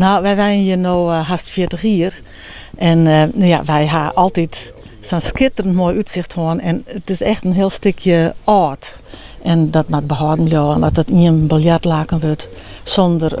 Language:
Western Frisian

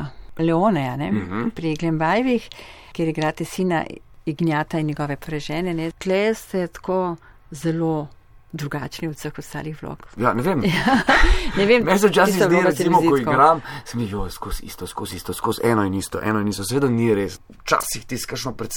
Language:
Slovenian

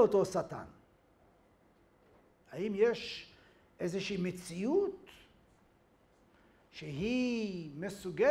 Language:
Hebrew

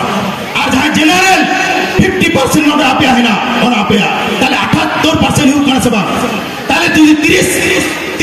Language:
Santali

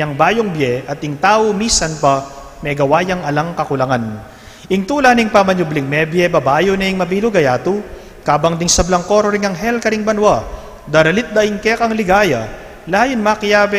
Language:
Pampanga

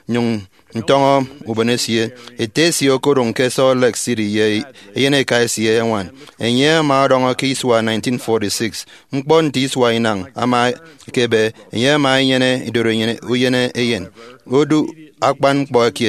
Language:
Efik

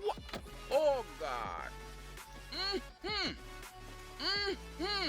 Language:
Jamaican Creole English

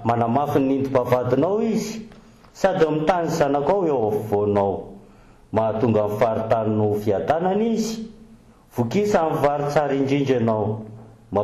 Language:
Malagasy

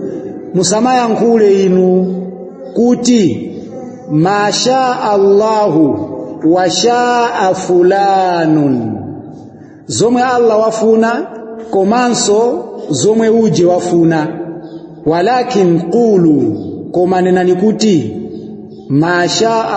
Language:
Nyanja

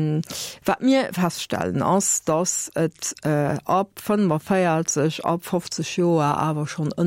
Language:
Luxembourgish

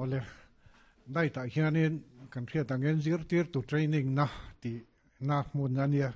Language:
Mizo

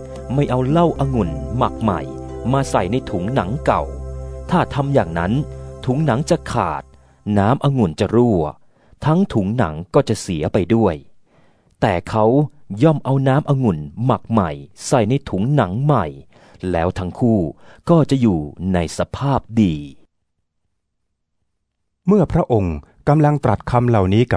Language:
Thai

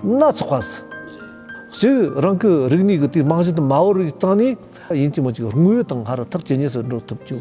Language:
Tibetan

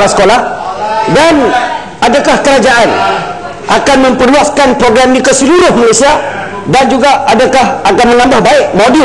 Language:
Malay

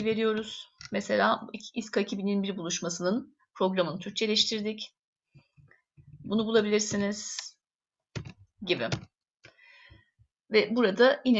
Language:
Turkish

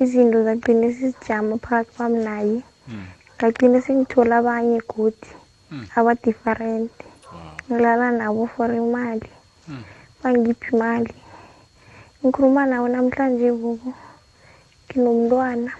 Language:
South Ndebele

